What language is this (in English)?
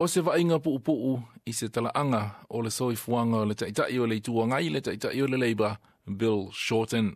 Samoan